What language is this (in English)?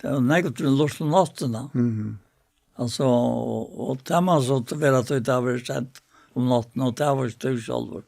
Faroese